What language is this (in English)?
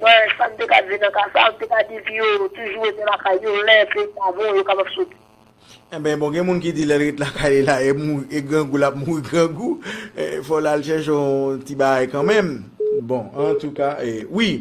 Haitian Creole